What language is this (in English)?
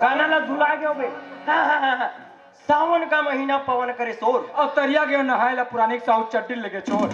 Chhattisgarhi